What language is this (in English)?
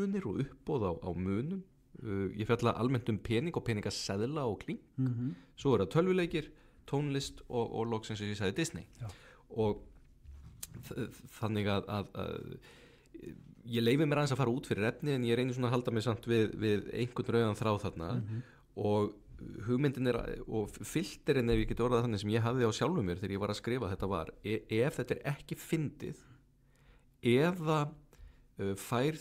Icelandic